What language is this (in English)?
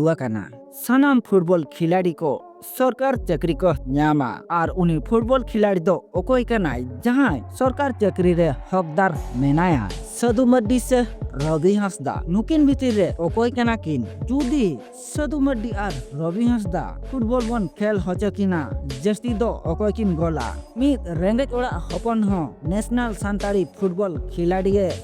Santali